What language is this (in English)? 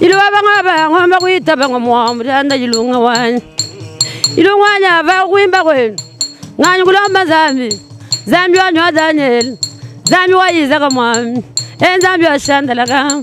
Luba-Lulua